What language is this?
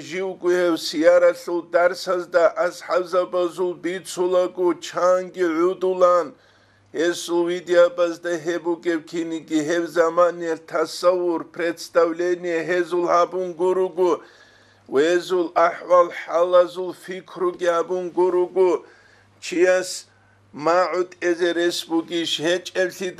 Avaric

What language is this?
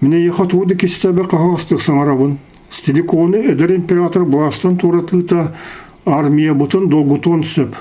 Yakut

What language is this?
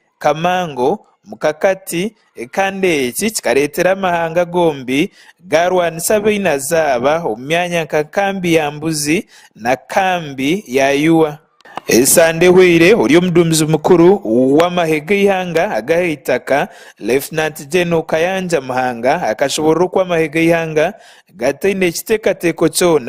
Nyankole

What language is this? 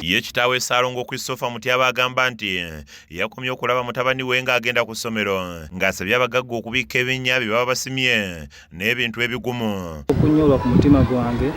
Ganda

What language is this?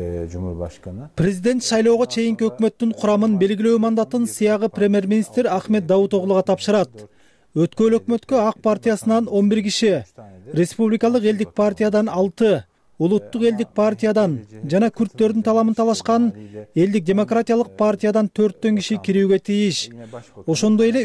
Kyrgyz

